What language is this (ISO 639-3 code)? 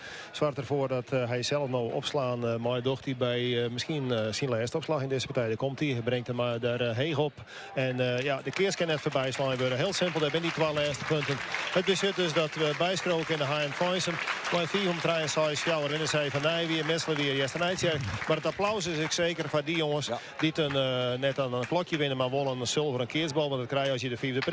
fry